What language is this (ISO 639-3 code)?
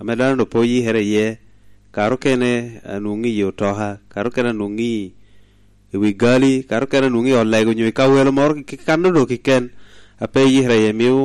laj